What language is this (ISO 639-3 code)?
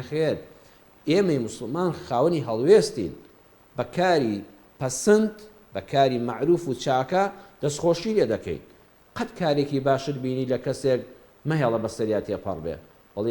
ckb